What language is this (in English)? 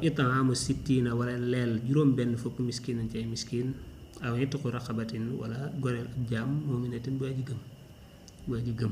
Wolof